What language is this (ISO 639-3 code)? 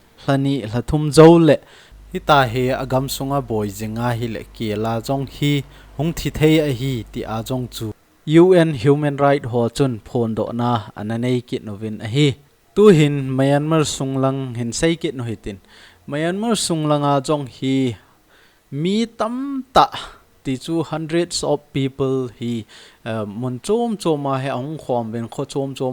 tcz